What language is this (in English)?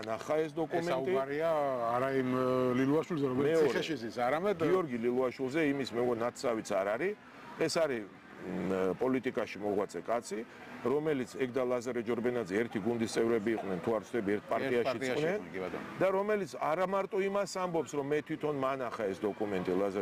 Georgian